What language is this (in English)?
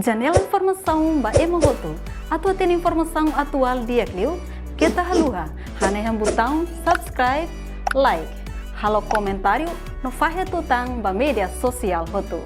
Tetum